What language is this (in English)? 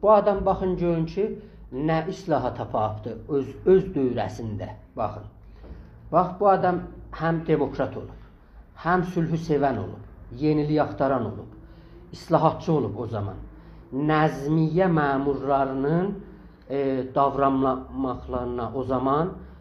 South Azerbaijani